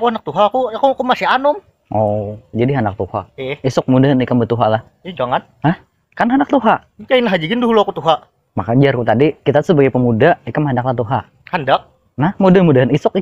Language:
Banjar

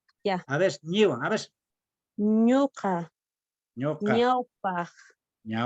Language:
Quechua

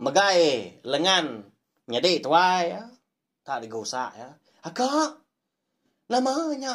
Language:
Iban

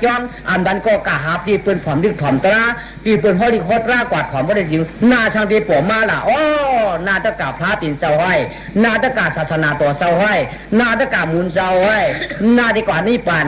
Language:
Shan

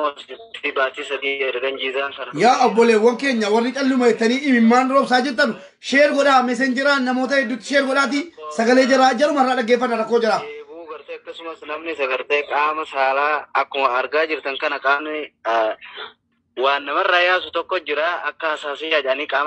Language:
Oromo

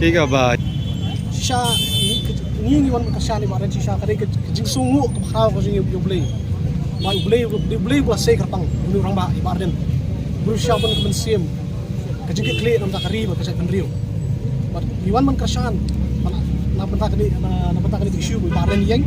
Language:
Khasi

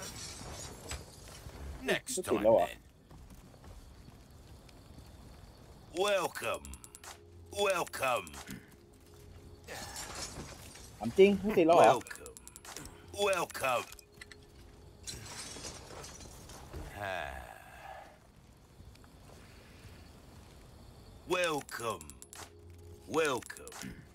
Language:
Thai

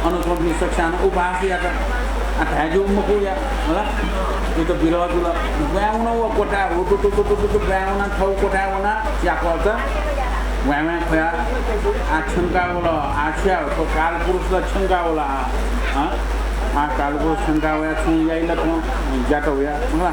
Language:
Newari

